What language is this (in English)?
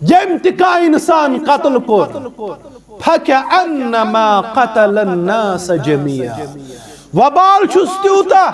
Kashmiri